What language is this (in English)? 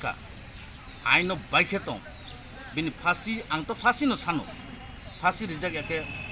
Kok Borok